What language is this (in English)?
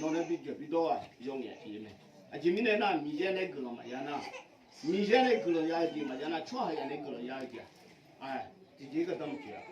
Akha